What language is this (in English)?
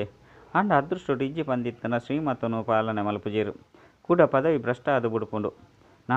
Tulu